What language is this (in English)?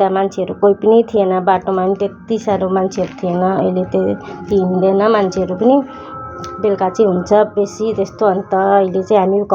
Nepali